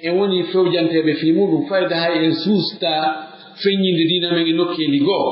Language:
Pular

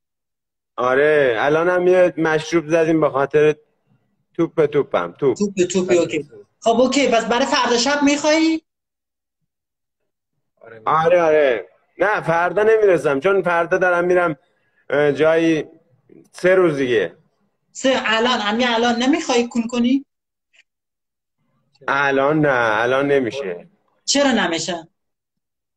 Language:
Persian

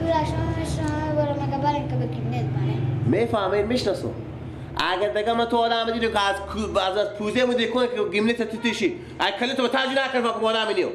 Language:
Persian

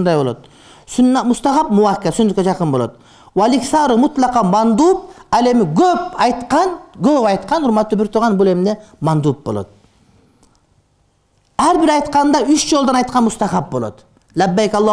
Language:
Kyrgyz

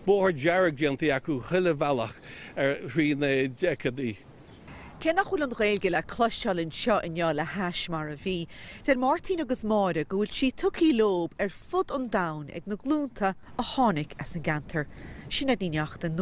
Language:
Irish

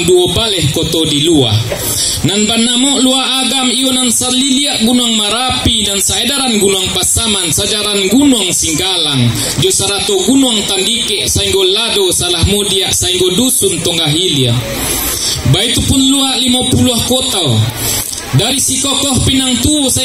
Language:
Minangkabau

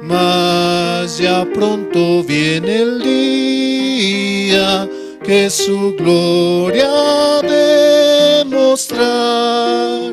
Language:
Aymara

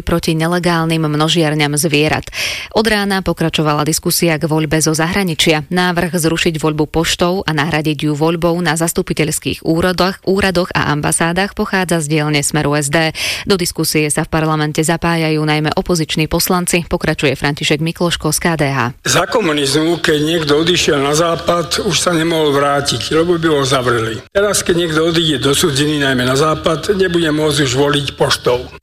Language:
Slovak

